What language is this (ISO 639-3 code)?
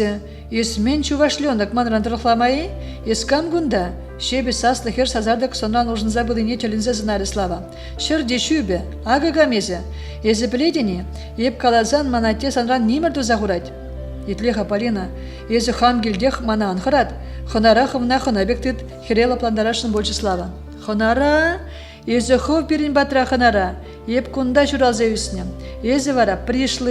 chv